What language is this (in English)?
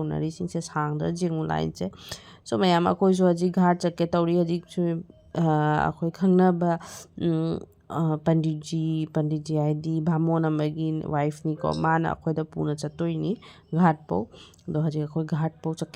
Manipuri